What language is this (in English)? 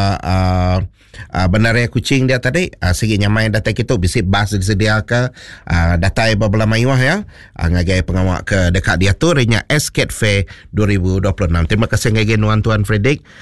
Iban